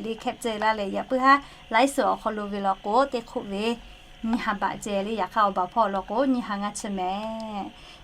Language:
Lahu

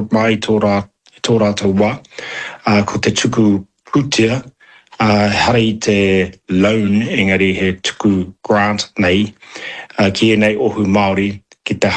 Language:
Māori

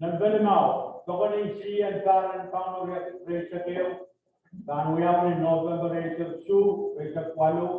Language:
Pohnpeian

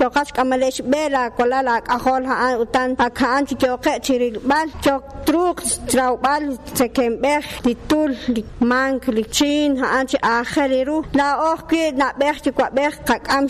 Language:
Kekchí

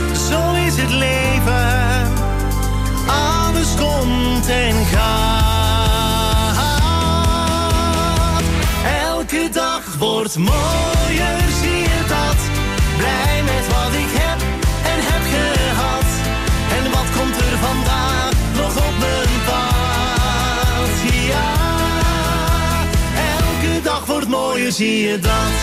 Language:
Dutch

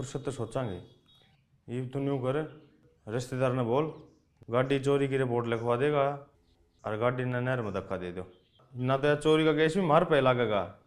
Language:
Haryanvi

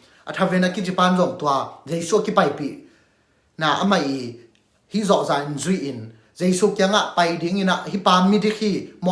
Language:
Tedim Chin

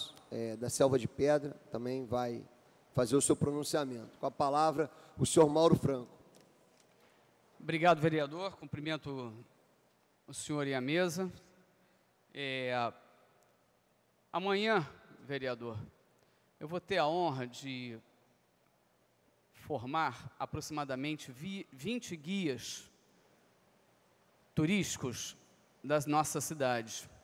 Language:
Portuguese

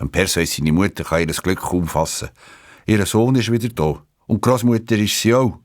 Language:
Swiss German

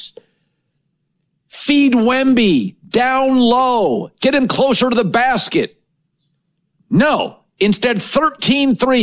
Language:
English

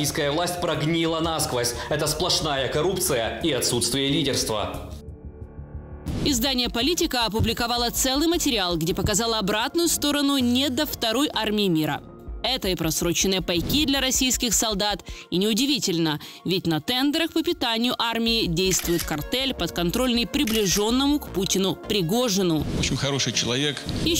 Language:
Russian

